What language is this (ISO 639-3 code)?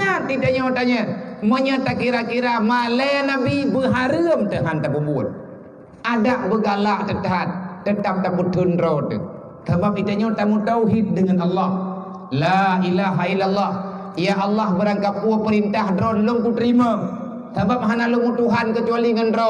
ace